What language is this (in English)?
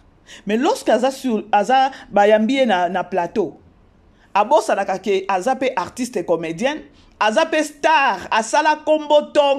Lingala